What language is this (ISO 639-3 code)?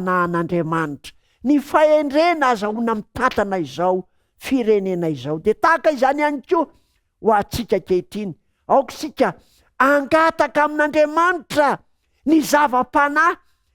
mlg